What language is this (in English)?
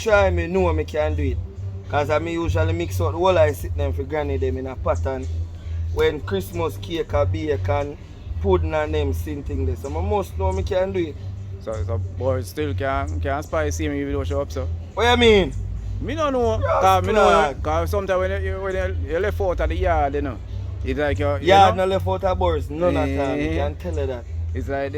Jamaican Creole English